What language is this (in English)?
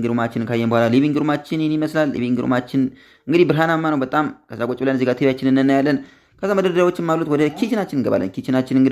Amharic